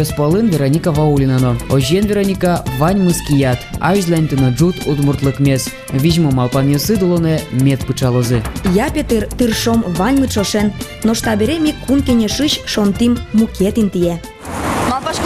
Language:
Udmurt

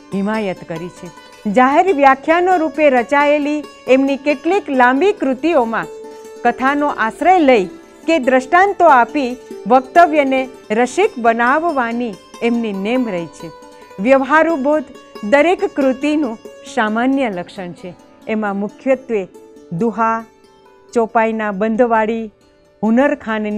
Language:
Gujarati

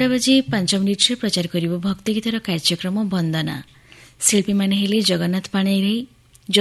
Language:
Odia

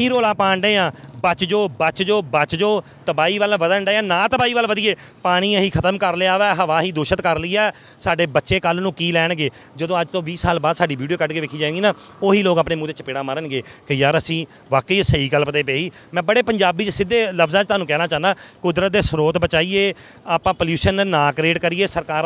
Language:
Punjabi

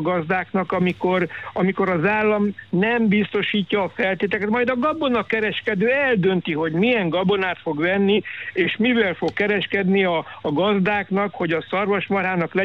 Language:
Hungarian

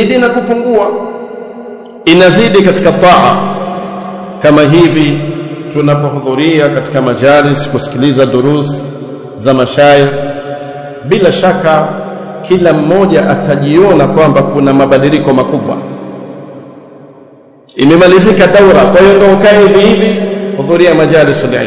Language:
Swahili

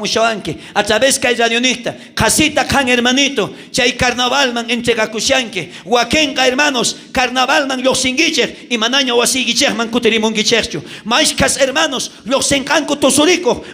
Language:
South Bolivian Quechua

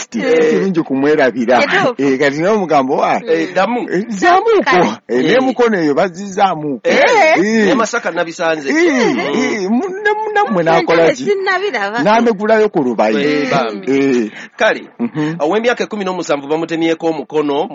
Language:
Ganda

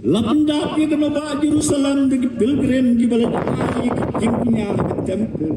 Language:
Khasi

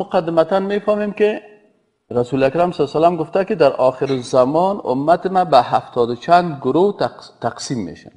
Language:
Persian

